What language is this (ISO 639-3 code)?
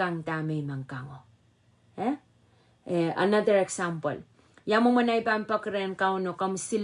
pon